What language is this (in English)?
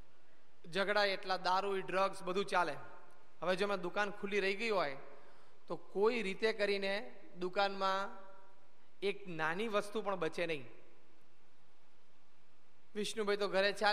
Gujarati